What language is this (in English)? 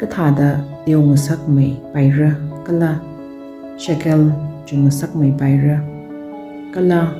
Tangkhul Naga (India)